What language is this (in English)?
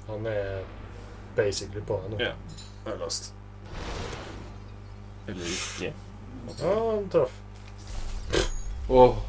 Norwegian